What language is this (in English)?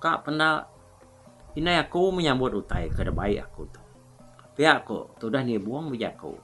Iban